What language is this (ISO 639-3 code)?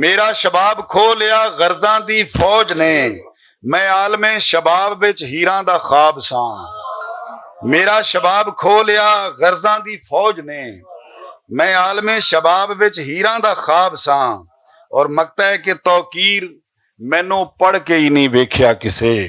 lah